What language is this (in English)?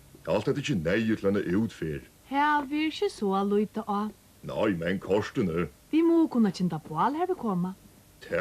Faroese